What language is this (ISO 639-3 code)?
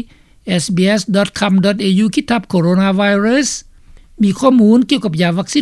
lao